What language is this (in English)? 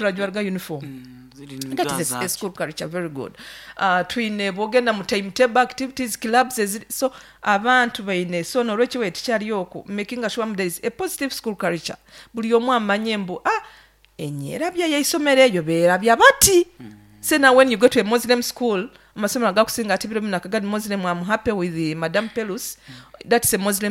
Nyoro